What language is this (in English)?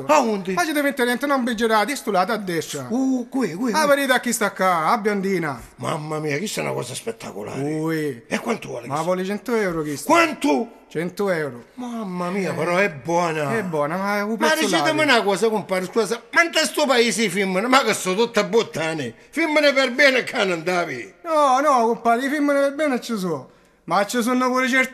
Sicilian